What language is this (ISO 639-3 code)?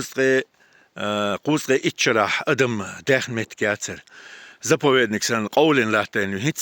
che